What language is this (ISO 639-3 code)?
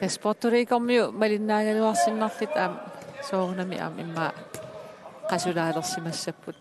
kal